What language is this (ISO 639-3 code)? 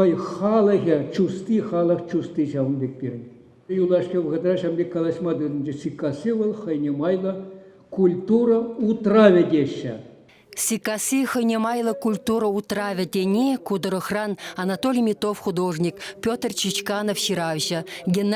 chv